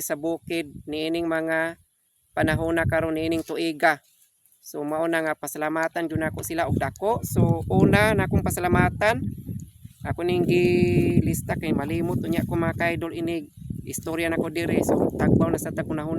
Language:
Cebuano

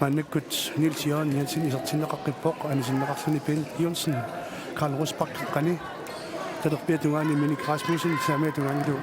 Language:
Kalaallisut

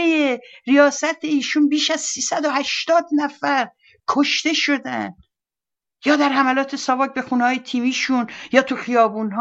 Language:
Persian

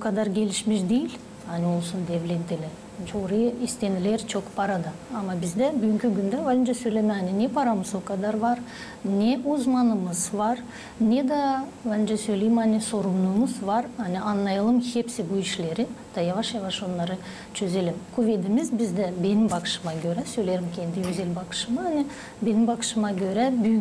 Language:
Gagauz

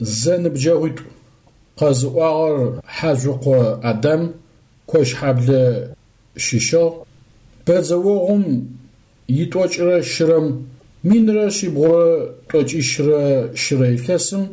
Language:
Adyghe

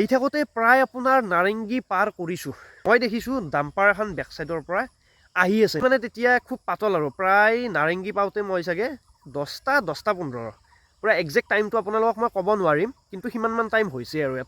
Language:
Assamese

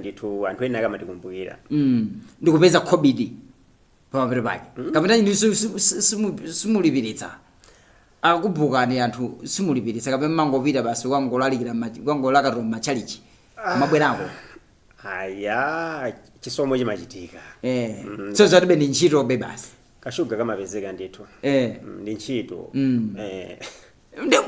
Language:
Nyanja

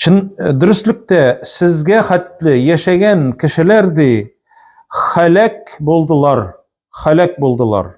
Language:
Tatar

